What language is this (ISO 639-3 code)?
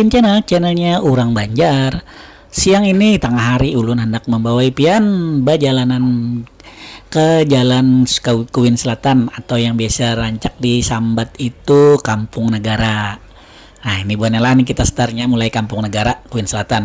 bjn